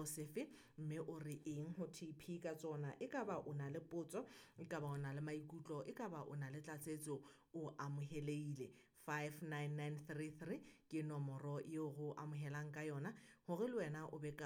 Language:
Southern Sotho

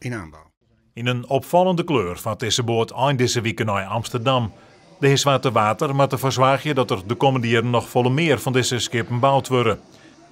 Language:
Western Frisian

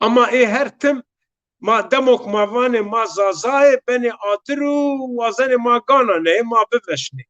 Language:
Zaza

